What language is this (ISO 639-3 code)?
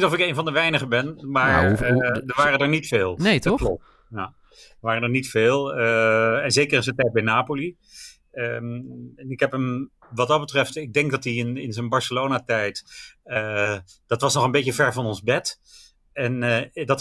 nld